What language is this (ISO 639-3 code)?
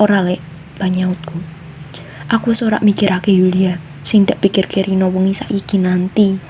jav